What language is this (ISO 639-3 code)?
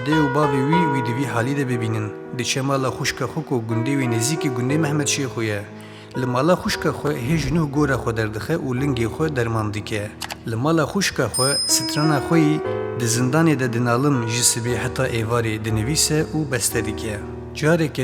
kur